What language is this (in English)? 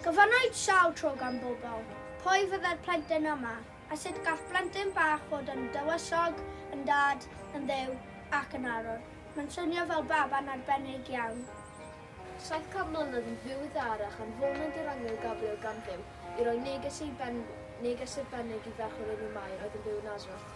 Welsh